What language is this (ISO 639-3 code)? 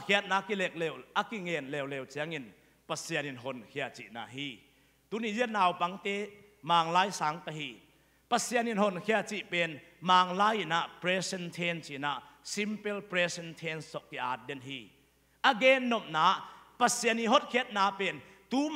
ctd